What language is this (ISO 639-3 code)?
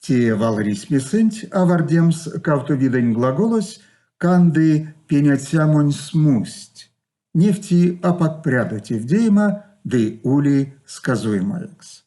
myv